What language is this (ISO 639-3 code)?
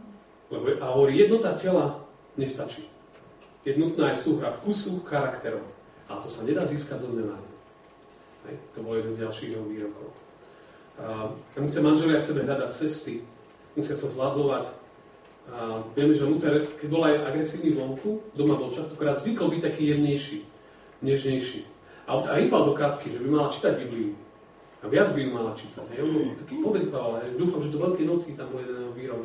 slk